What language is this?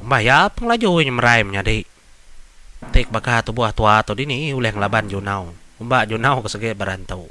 Iban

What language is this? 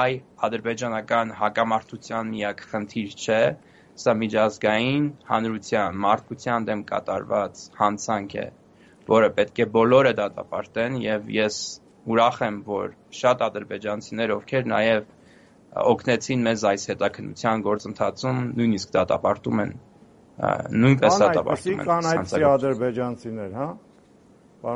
Armenian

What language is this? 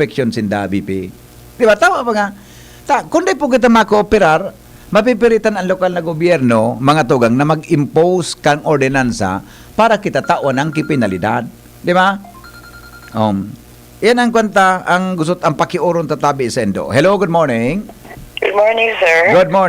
Bikol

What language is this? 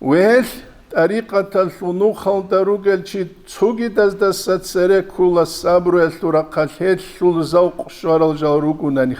Avaric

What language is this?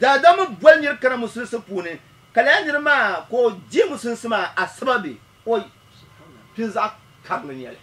Dagbani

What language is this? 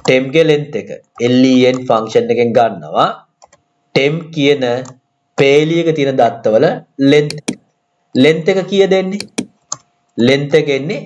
Sinhala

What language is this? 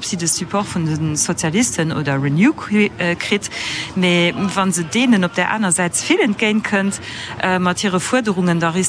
Luxembourgish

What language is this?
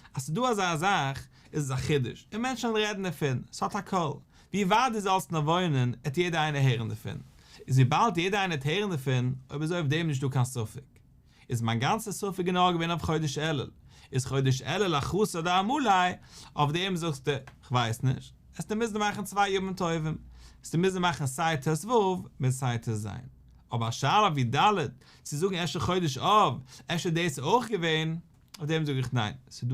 Yiddish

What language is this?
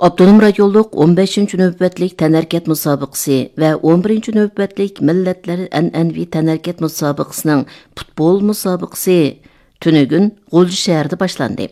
Uyghur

